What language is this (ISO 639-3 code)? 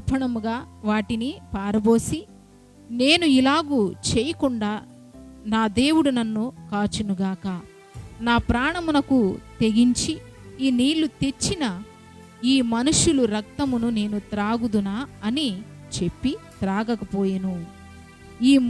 kff